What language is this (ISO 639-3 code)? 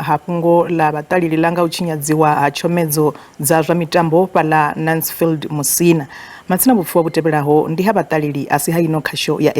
ven